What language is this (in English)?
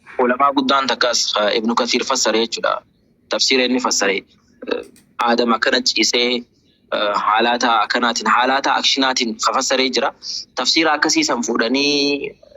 Oromo